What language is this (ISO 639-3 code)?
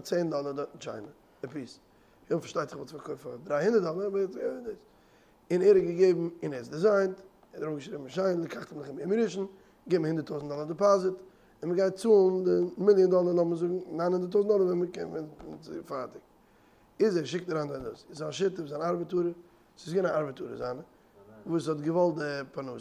yid